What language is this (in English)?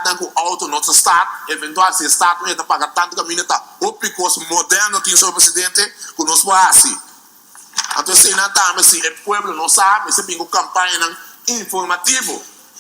Papiamento